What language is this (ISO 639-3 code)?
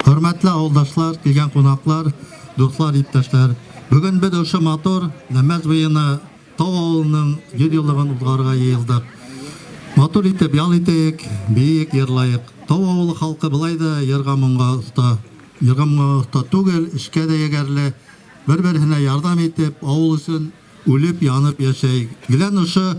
bak